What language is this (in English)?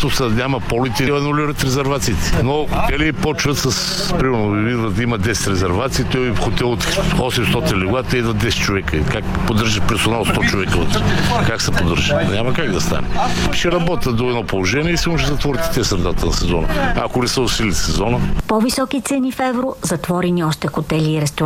Bulgarian